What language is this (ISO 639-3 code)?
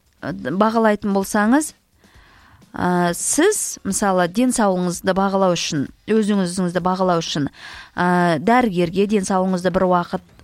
kaz